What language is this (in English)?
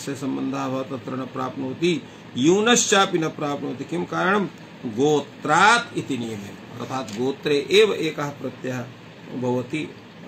Sanskrit